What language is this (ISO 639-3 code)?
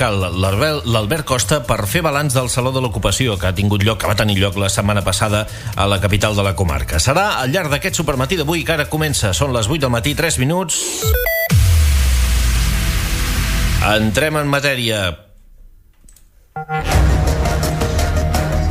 cat